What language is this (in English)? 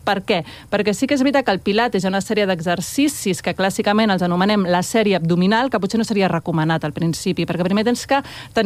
Catalan